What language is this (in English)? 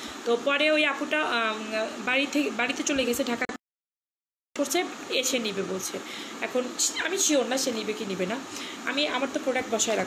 Bangla